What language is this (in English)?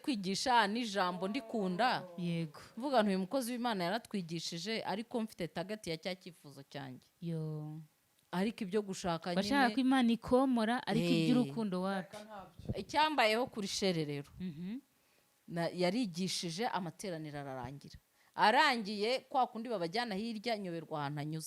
Kinyarwanda